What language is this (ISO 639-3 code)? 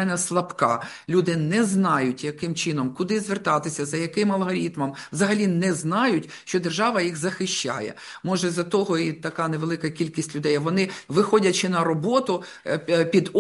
ukr